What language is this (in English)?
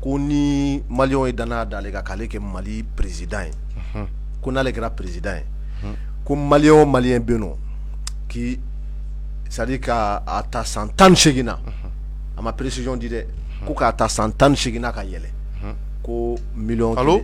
Bambara